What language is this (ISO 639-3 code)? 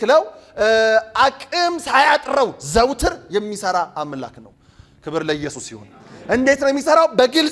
amh